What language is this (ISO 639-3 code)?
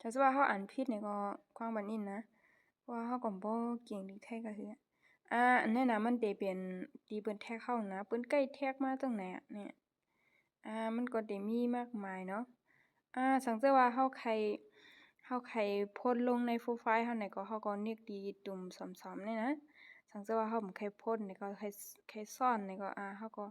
shn